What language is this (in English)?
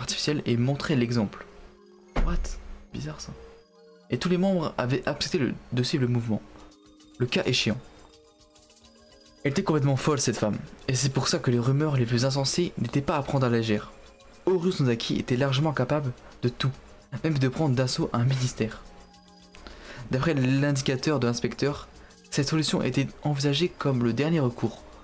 French